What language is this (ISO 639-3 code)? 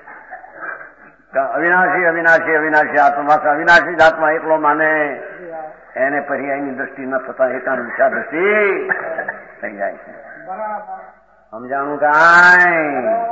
guj